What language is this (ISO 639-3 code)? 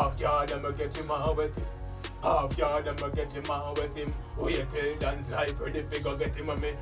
jam